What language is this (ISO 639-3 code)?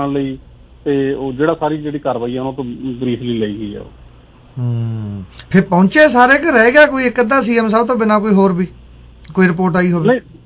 pan